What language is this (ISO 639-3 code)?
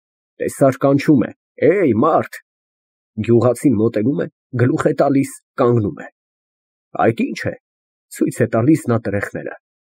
hye